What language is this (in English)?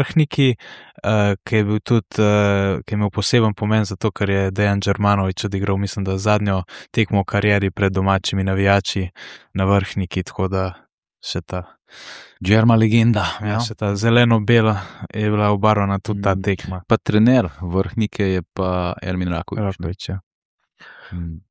Slovenian